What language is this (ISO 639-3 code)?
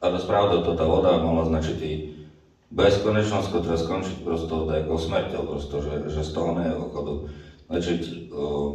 rue